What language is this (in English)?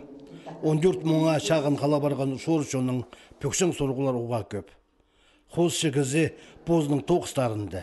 Khakas